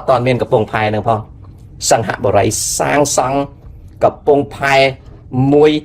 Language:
Khmer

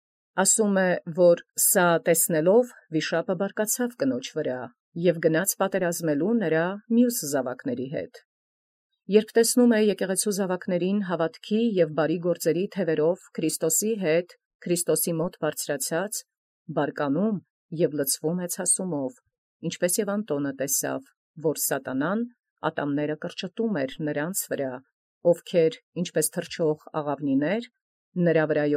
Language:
Armenian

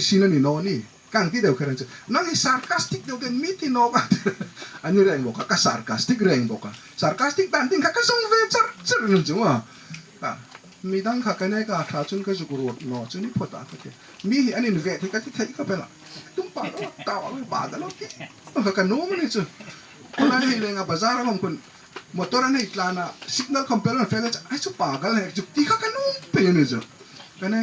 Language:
Hmar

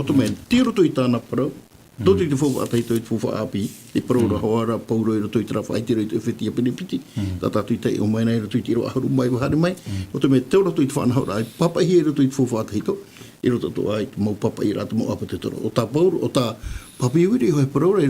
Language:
Tahitian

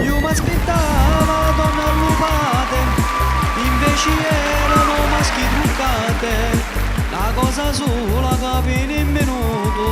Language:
Sicilian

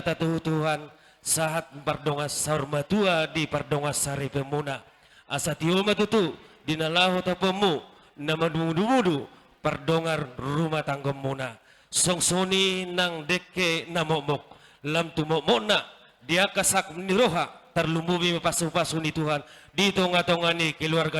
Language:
Batak Toba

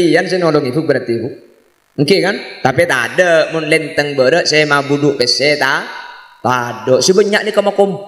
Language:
Madurese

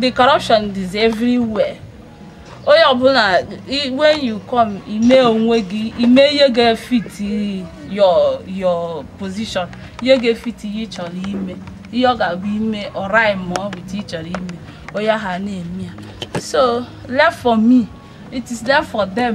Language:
Igbo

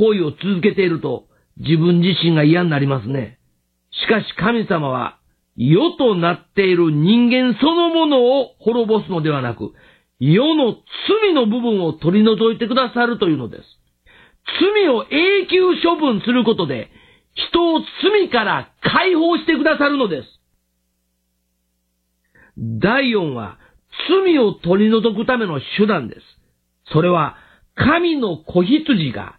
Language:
Japanese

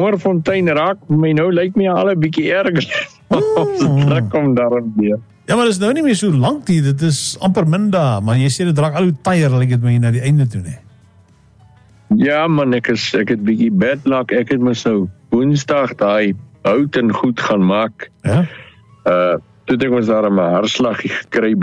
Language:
Afrikaans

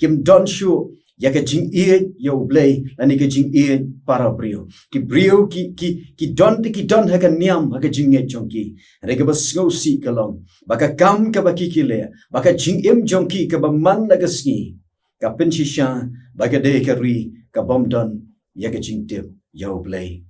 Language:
Khasi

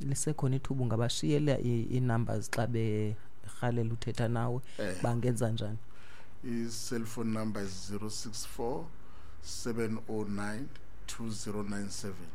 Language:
Xhosa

